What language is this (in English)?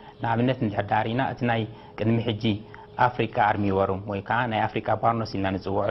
Tigrinya